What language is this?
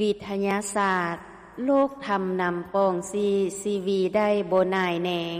Lao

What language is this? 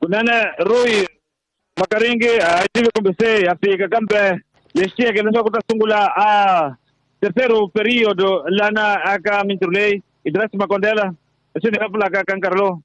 Tsonga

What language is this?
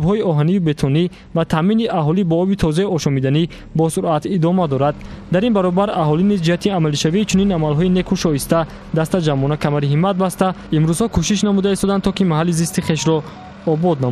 Tajik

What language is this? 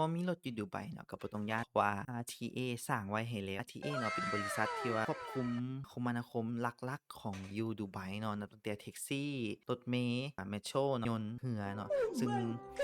Lao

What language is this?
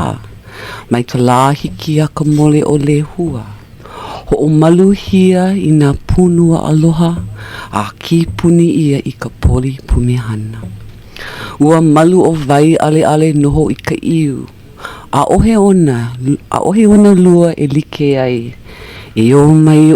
Hawaiian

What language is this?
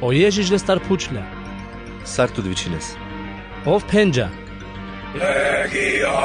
Carpathian Romani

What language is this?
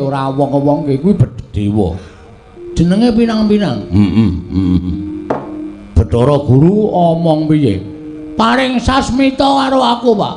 Javanese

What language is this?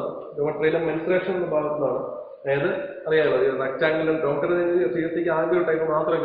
Malayalam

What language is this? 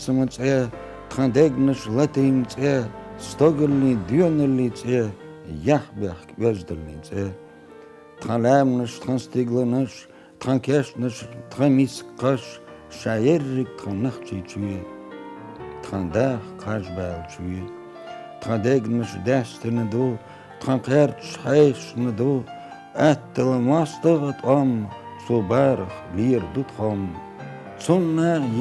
Chechen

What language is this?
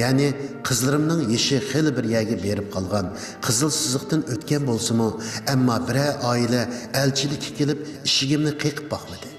Uyghur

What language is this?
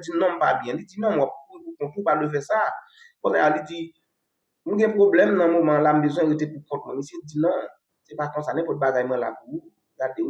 Haitian Creole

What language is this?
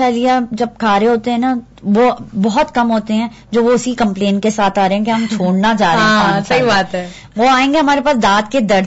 Urdu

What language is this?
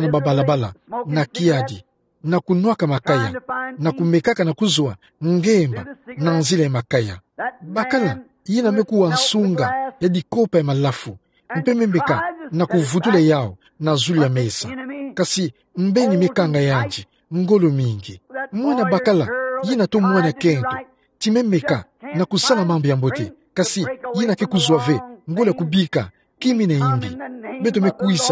Kituba (Democratic Republic of Congo)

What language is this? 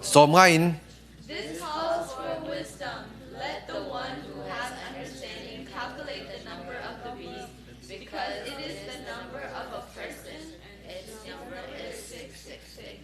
Falam Chin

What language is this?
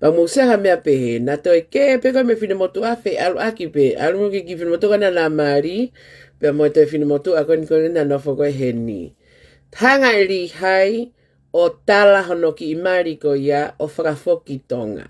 Tongan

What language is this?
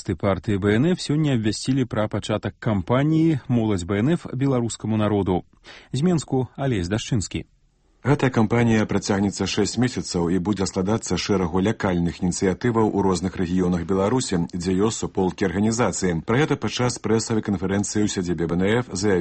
Belarusian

